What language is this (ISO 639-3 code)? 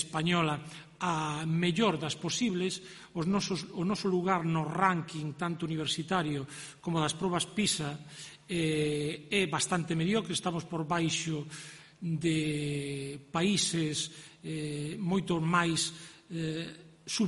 glg